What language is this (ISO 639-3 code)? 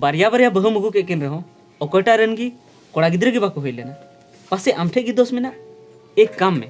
sat